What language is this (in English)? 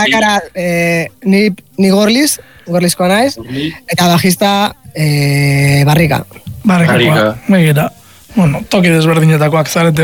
Basque